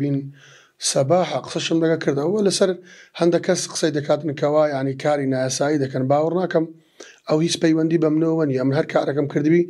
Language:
Central Kurdish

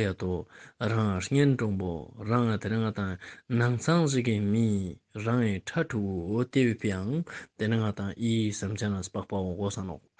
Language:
Ladakhi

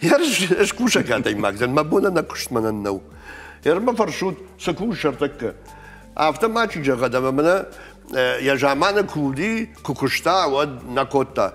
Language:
Ossetic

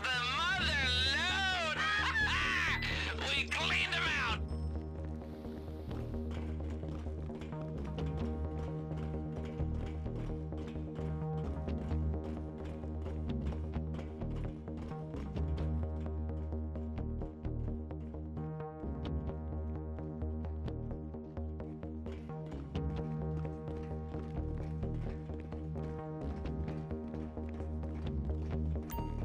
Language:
English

